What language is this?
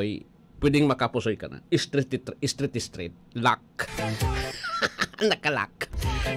Bikol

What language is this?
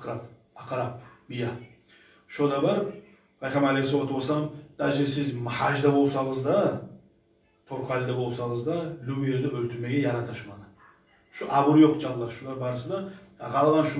Kumyk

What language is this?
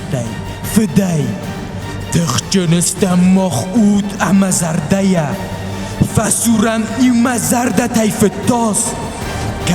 Ossetic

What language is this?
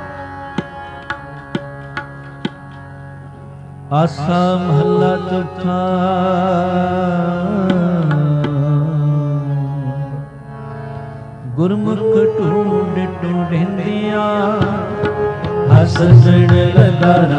Punjabi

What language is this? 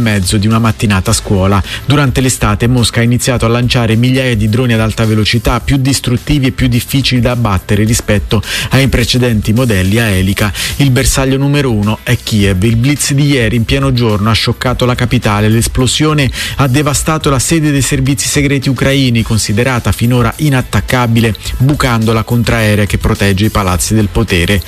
Italian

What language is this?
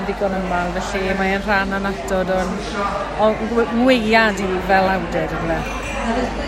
Welsh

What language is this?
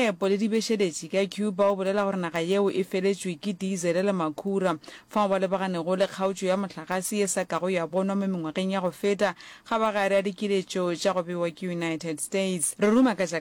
Northern Sotho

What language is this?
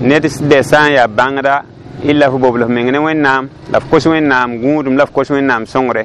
Mossi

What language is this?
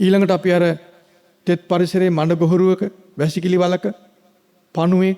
Sinhala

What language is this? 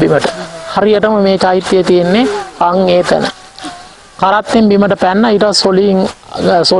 Sinhala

